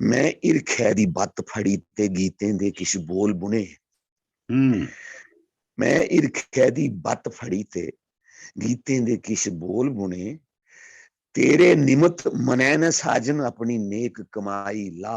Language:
Dogri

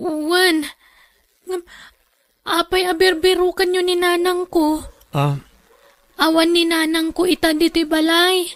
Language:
Iloko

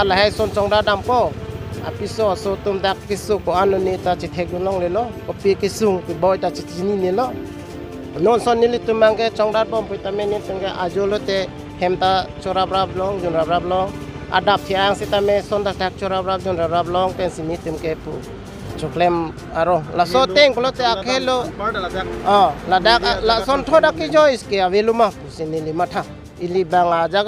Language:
Karbi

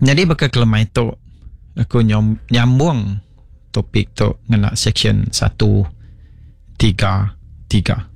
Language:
Iban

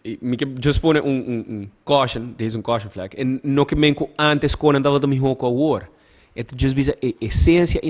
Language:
Papiamento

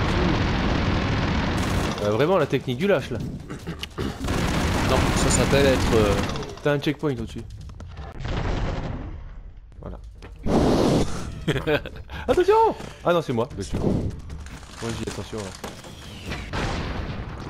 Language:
French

